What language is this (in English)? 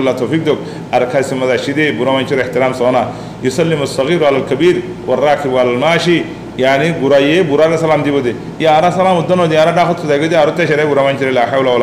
Rohingya